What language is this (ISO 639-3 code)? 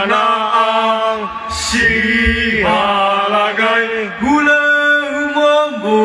nia